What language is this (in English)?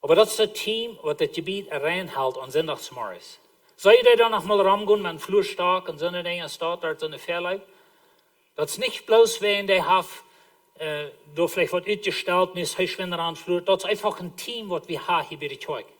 Plautdietsch